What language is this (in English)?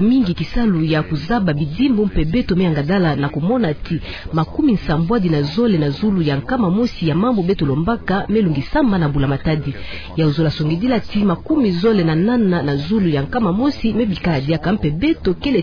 Kituba (Democratic Republic of Congo)